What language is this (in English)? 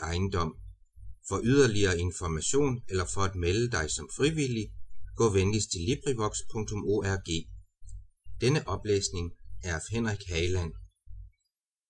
Danish